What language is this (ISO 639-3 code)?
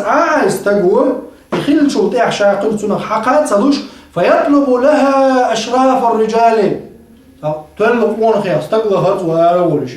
che